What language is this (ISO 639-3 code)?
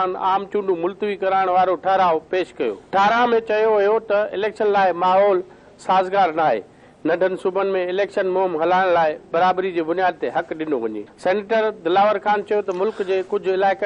snd